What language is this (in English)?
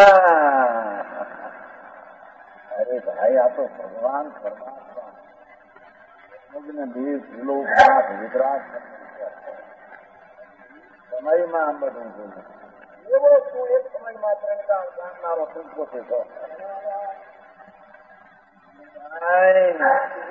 Gujarati